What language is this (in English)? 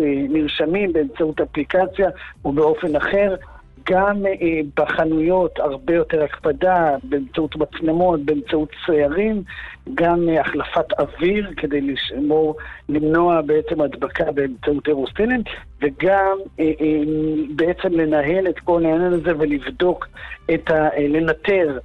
Hebrew